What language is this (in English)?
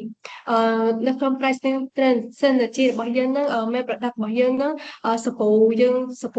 Khmer